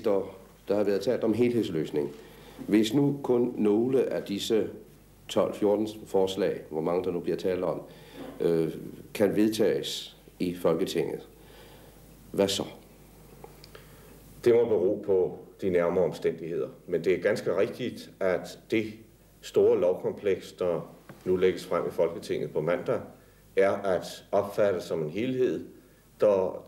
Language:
Danish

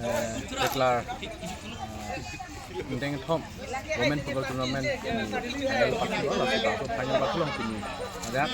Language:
Karbi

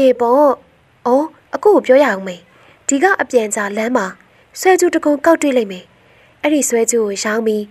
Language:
Burmese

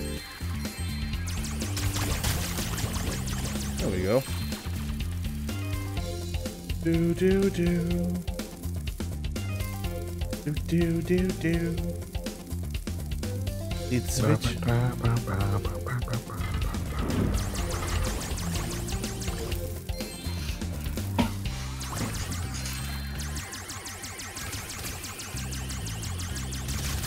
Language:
German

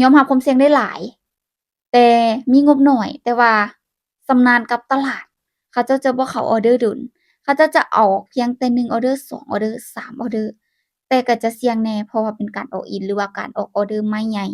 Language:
Lao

